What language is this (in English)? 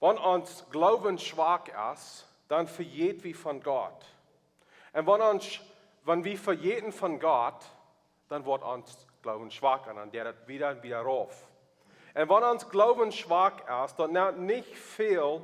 Plautdietsch